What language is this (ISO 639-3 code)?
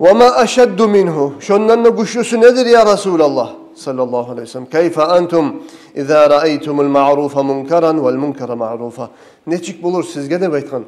kum